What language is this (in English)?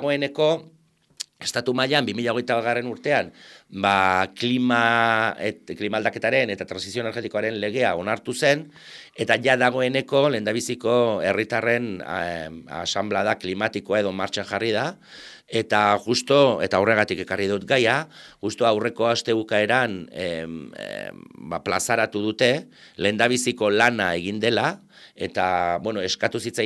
Basque